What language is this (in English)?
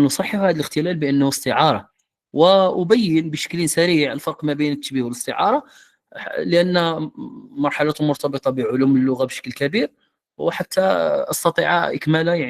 Moroccan Arabic